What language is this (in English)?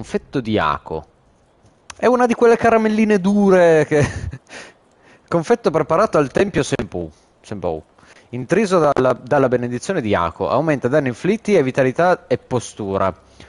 Italian